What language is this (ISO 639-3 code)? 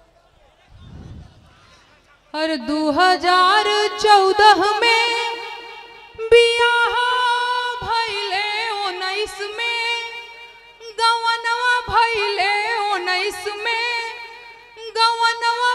bho